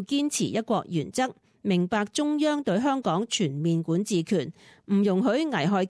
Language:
Cantonese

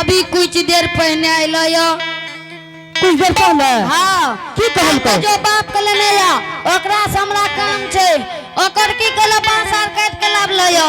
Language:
Angika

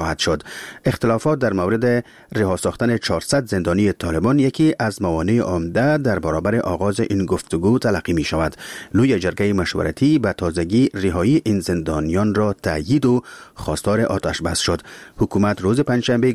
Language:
Persian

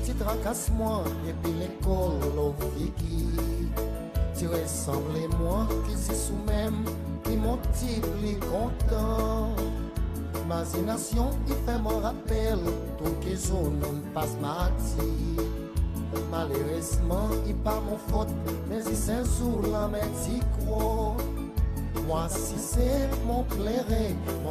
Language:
Seselwa Creole French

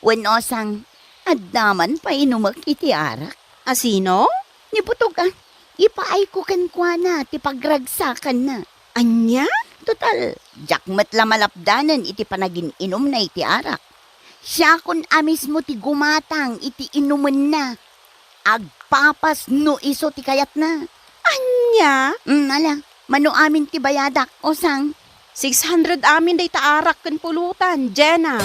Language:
Iloko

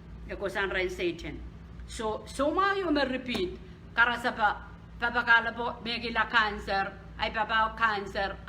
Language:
Pohnpeian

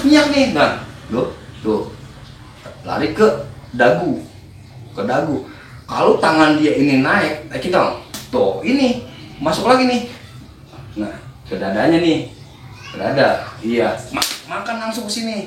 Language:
Betawi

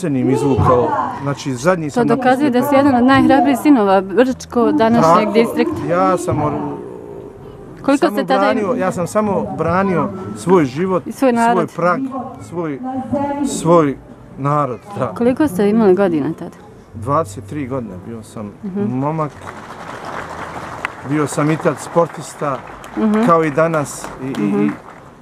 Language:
Bosnian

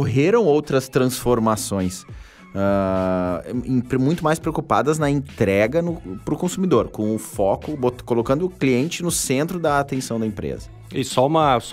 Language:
Portuguese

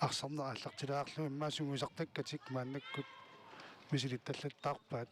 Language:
Kalaallisut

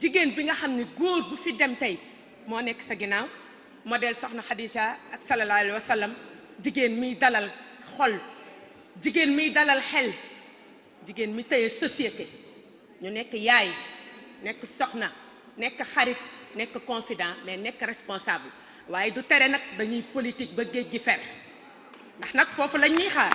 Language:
Wolof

